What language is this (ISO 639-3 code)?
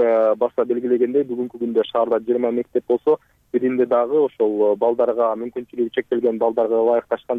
kir